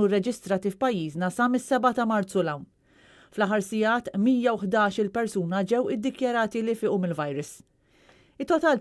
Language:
Maltese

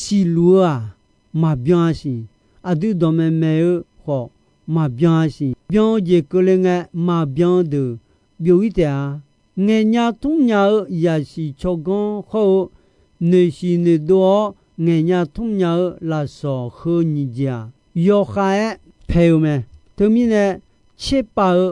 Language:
Akha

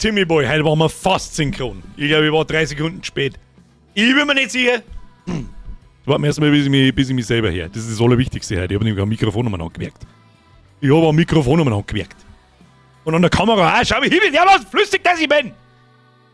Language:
Bavarian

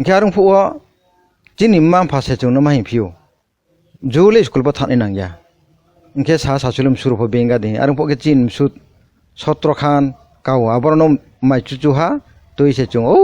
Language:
Kok Borok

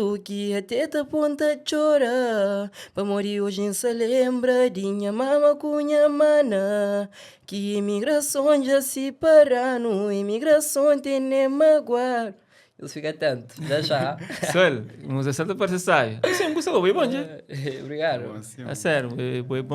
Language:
Kabuverdianu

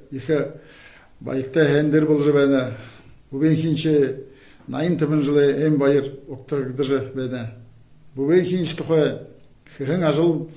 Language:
Buriat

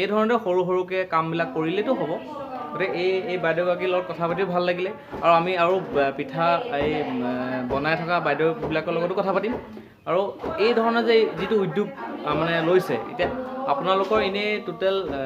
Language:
Assamese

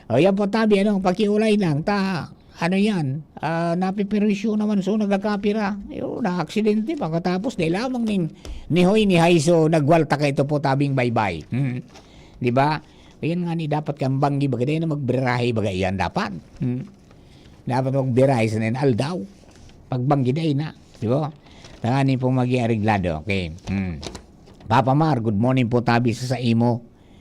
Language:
Bikol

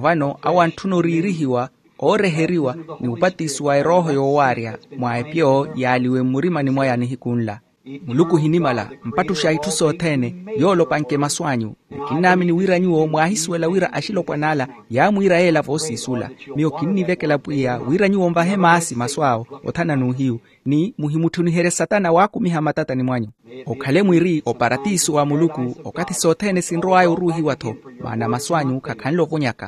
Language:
Makhuwa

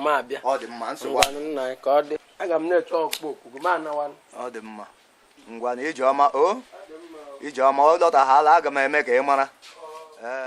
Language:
Igbo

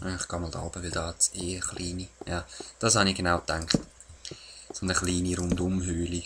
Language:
Swiss German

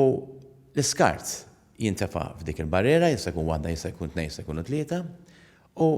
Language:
Maltese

